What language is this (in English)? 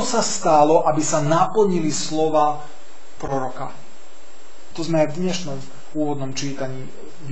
Slovak